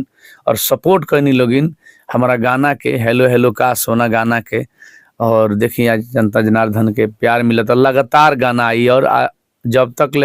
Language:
Bhojpuri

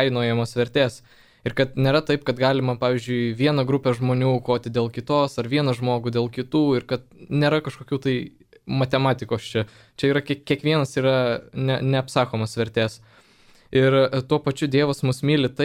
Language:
Lithuanian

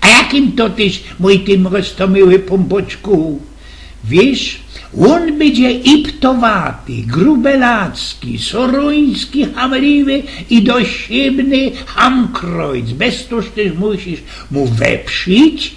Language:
Silesian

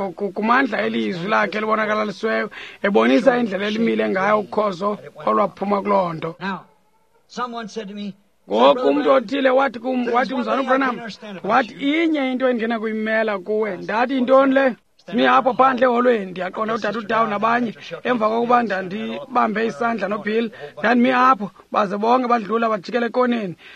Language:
Xhosa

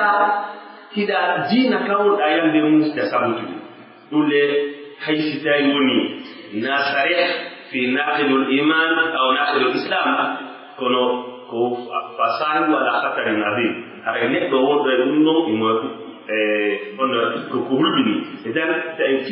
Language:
Pular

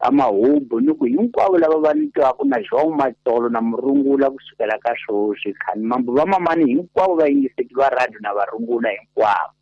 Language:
Tsonga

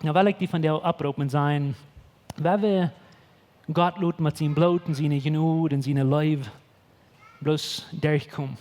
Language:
Plautdietsch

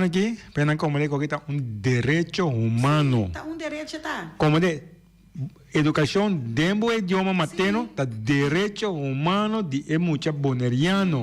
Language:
Papiamento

